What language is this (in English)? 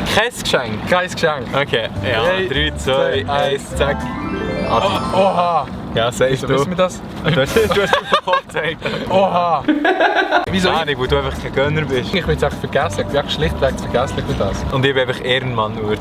Swiss German